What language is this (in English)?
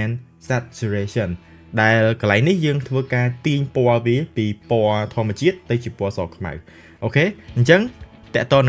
Khmer